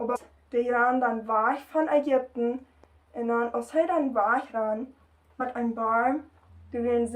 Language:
Plautdietsch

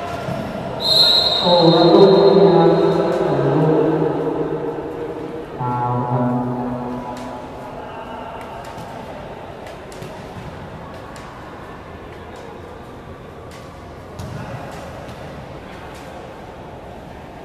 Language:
Thai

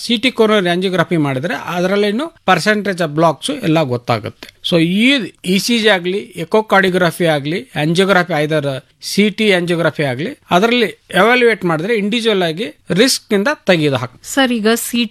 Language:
Kannada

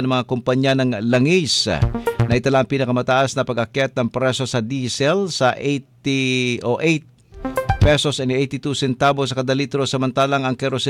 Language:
Filipino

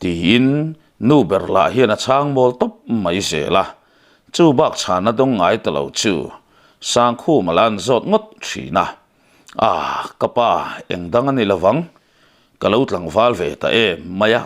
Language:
Mizo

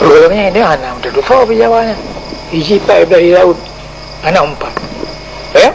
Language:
Achinese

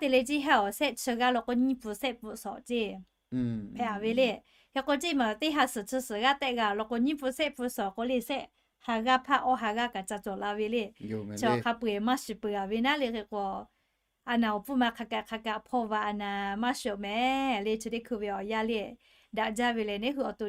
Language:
Lahu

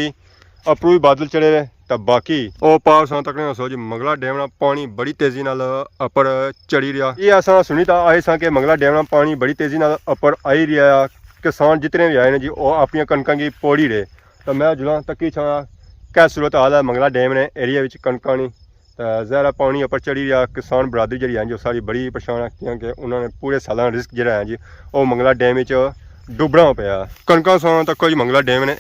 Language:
Pahari-Potwari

